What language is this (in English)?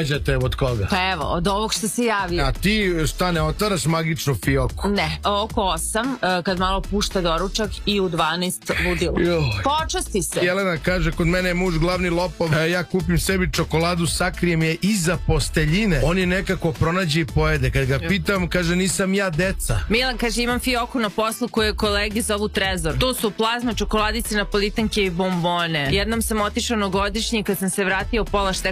Serbian